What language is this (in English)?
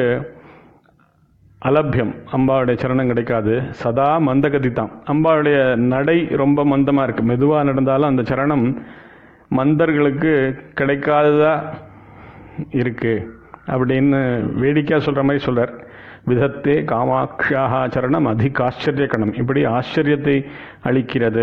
Tamil